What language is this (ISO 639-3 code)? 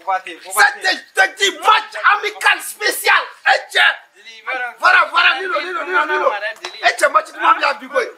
bam